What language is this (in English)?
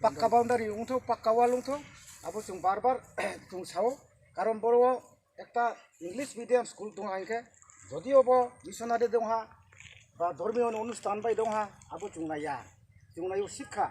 Riang (India)